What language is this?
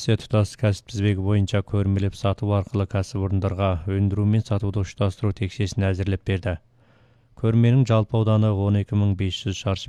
Kazakh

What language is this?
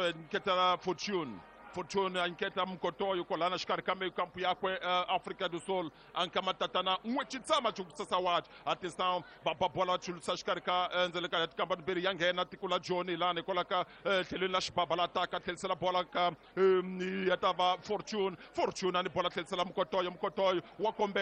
Tsonga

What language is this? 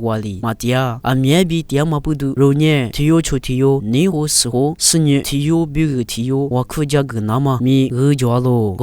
Lisu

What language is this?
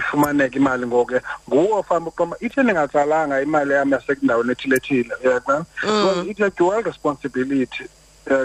Xhosa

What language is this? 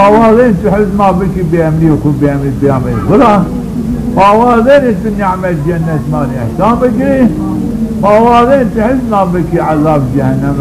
Zaza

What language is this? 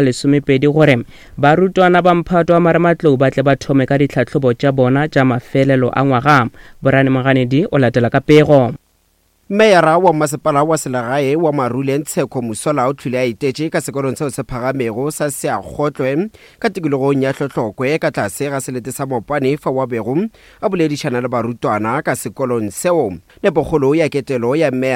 Northern Sotho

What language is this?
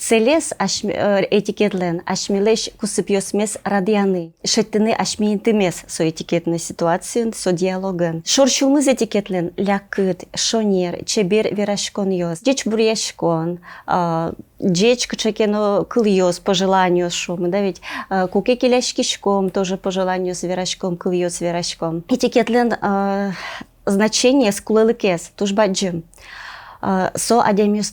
Udmurt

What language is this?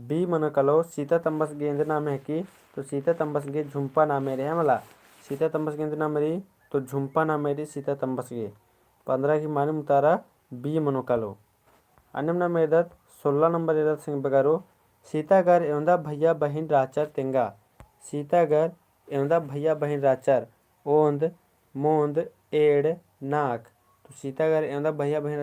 Kurukh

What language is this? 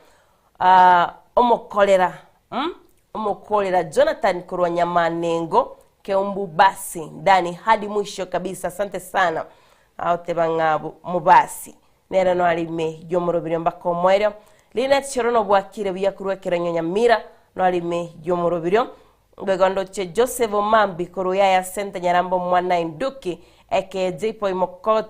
Gusii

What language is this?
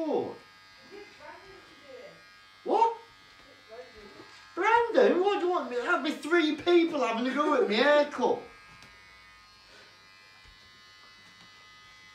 English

